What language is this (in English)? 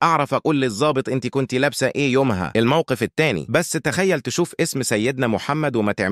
Egyptian Arabic